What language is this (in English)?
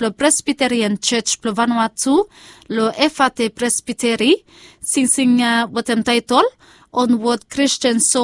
Bislama